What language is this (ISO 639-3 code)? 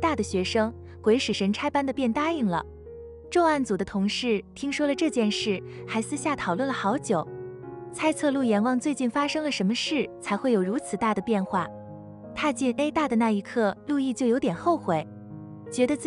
zho